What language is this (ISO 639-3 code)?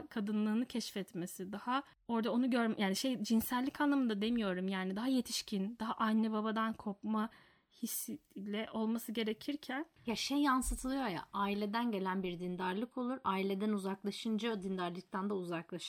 tur